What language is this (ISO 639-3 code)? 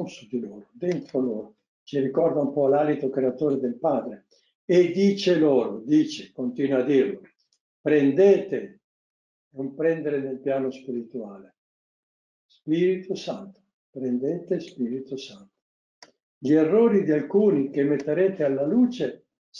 ita